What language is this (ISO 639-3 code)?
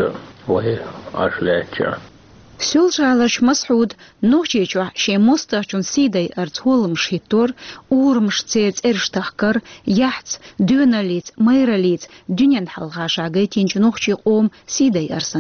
che